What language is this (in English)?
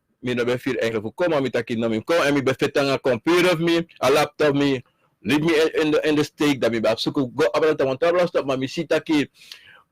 Sranan Tongo